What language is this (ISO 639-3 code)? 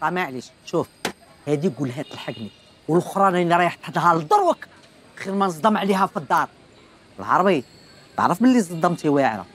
arq